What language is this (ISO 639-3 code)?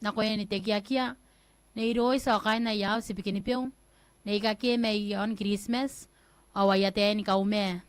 gil